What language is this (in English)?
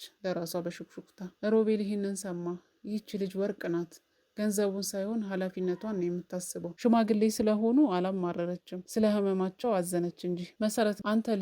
Amharic